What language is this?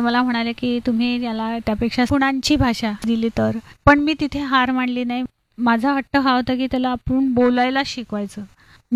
Marathi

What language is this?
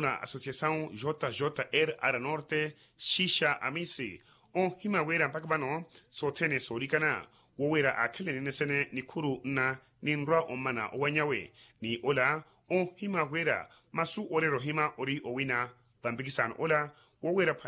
Makhuwa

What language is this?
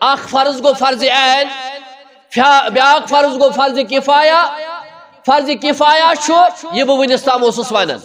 Kashmiri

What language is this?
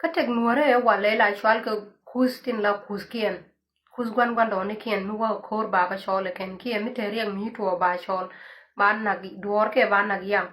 Nuer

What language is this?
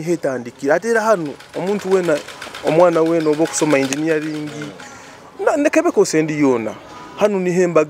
Nyoro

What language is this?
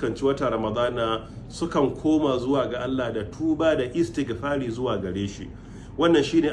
Hausa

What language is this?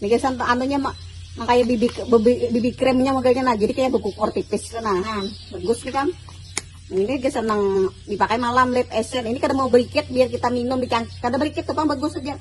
Banjar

